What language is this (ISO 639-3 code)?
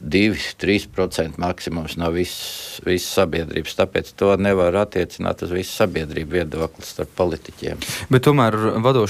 lav